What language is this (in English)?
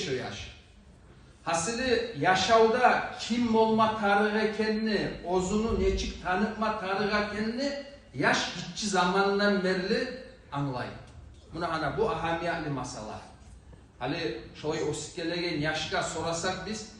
Kumyk